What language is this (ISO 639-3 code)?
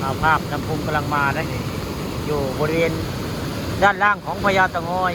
tts